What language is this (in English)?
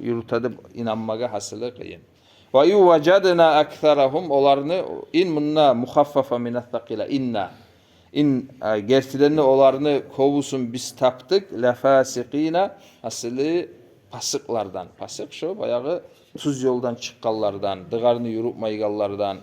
Kumyk